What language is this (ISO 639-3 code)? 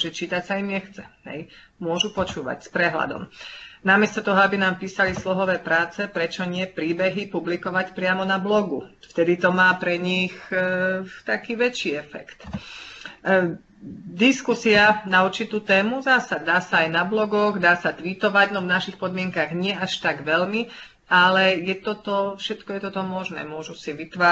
slk